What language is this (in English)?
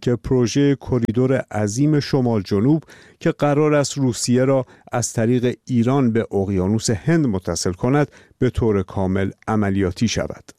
Persian